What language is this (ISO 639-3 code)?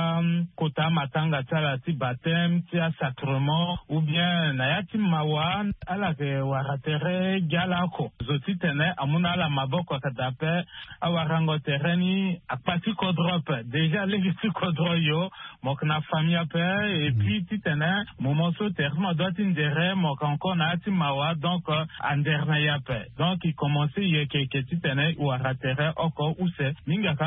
sag